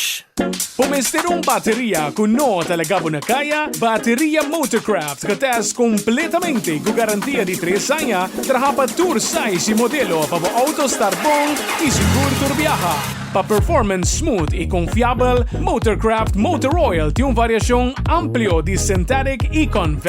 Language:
Papiamento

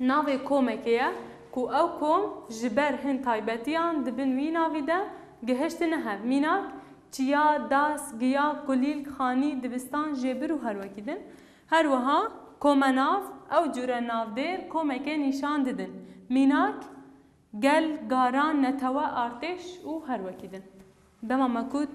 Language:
Kurdish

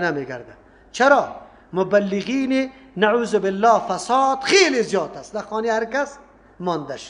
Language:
Persian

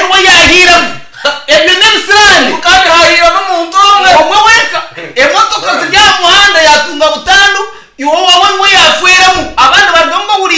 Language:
Nyankole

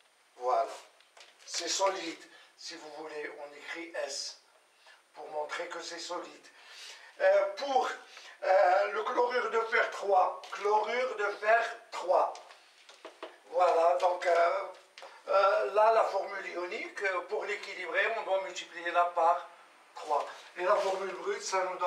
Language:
French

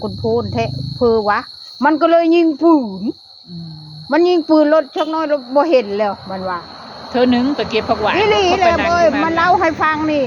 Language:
Northeastern Thai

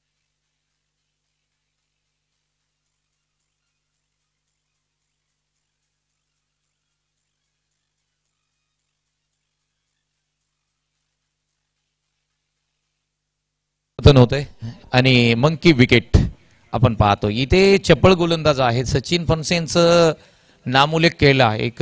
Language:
Marathi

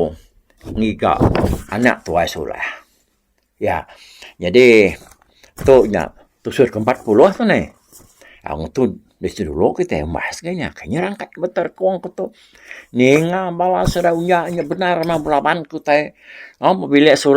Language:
Iban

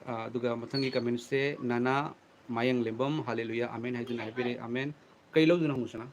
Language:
Manipuri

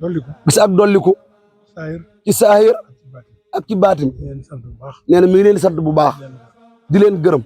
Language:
Wolof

